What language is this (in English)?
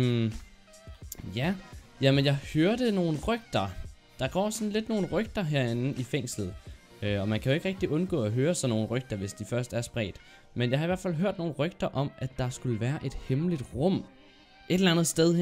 Danish